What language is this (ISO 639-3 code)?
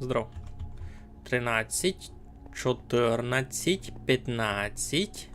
rue